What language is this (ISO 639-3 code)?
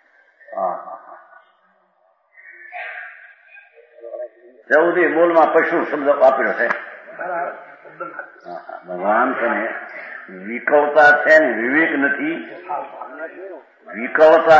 guj